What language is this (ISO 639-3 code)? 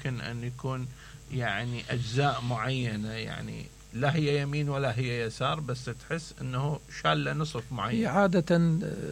acm